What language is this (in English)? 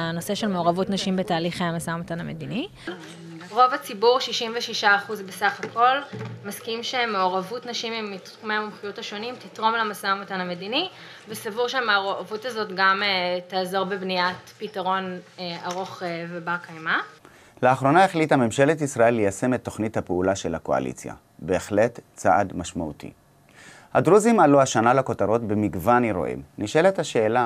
Hebrew